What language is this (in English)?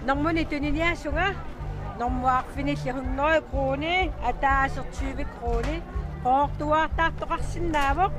Kalaallisut